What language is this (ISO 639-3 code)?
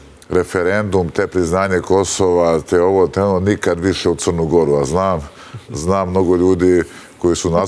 srp